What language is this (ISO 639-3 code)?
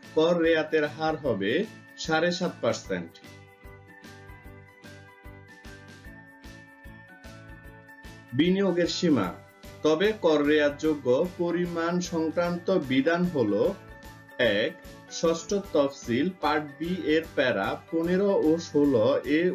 ben